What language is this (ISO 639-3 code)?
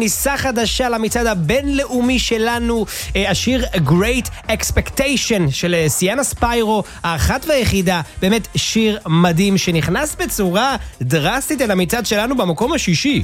heb